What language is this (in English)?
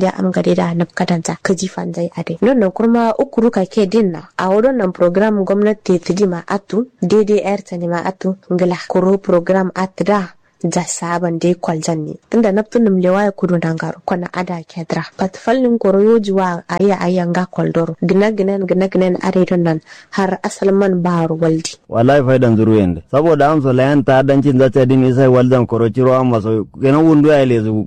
Kanuri